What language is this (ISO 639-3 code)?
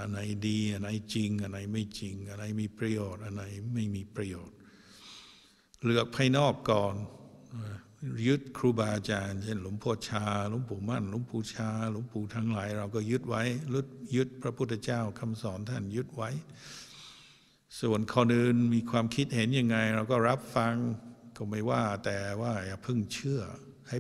tha